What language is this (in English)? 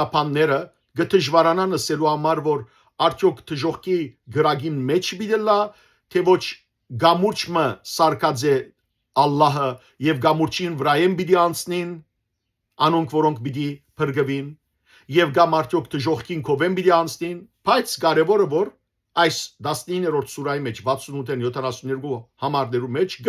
Western Armenian